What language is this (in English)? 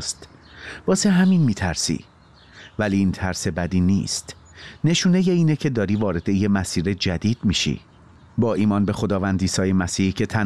Persian